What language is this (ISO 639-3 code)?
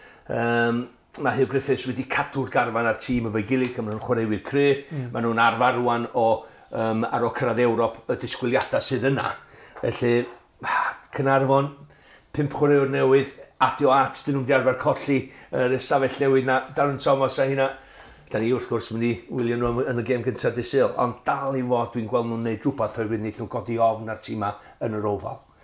cym